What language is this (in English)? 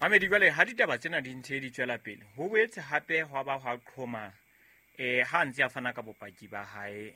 Southern Sotho